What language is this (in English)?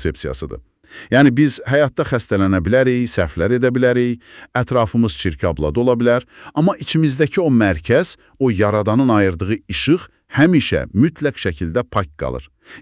Azerbaijani